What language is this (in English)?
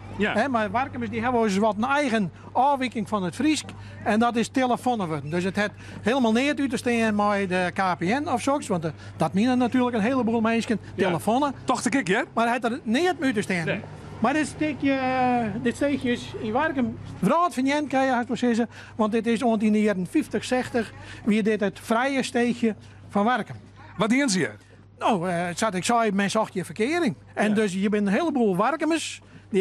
Western Frisian